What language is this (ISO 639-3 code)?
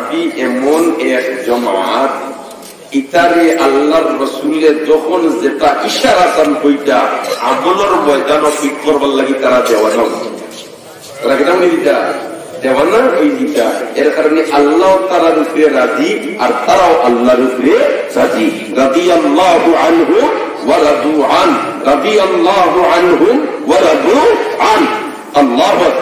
syl